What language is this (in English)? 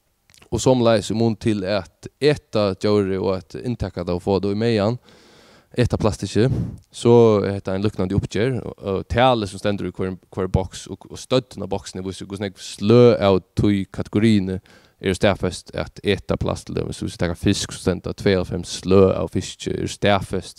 Faroese